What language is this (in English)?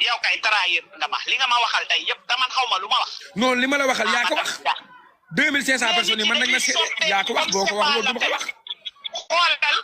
Wolof